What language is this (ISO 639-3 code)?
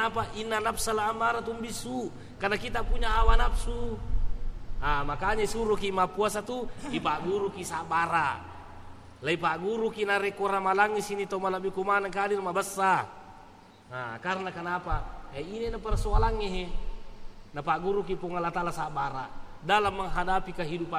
bug